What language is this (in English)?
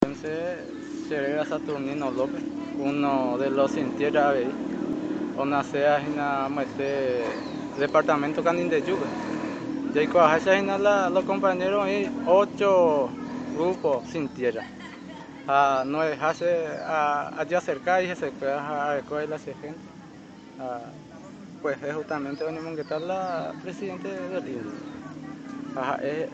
Guarani